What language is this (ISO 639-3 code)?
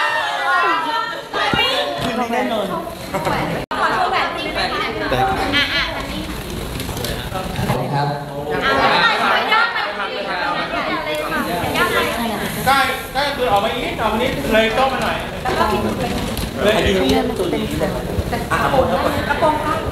tha